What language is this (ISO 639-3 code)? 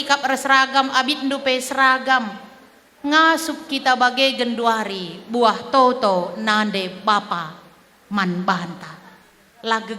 btx